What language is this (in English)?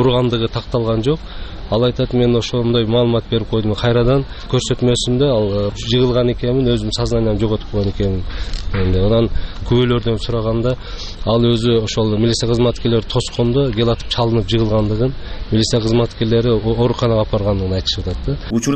Kyrgyz